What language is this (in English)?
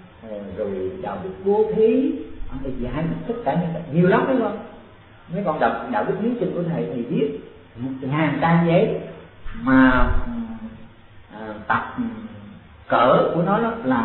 Vietnamese